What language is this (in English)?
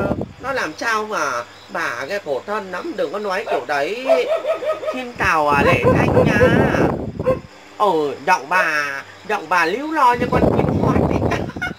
Vietnamese